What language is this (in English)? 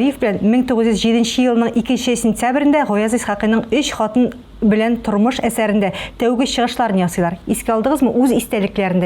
Tatar